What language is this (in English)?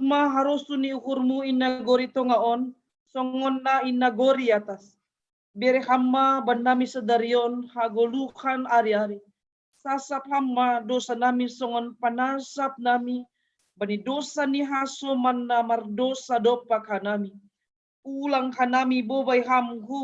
Batak Simalungun